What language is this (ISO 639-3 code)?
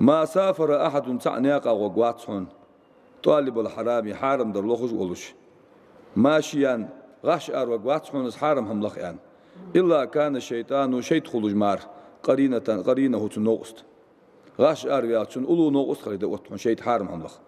inh